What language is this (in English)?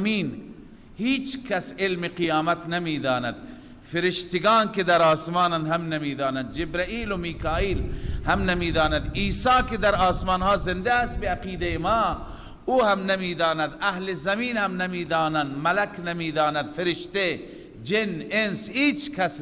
Persian